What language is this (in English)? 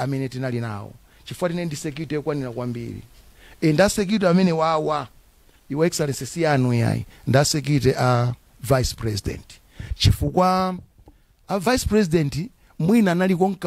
Nyanja